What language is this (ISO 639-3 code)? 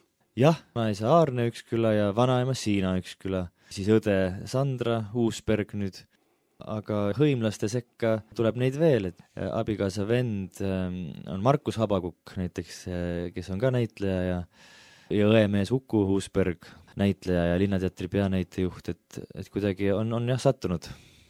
est